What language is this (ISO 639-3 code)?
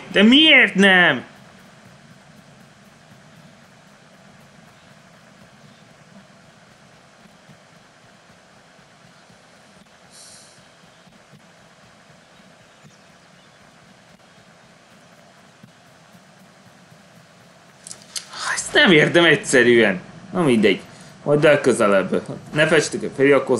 hun